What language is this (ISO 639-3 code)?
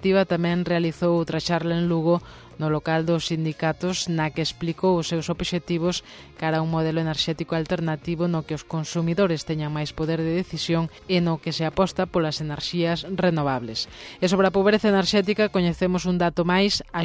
glg